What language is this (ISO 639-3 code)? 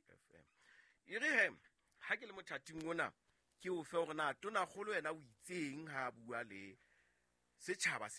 sot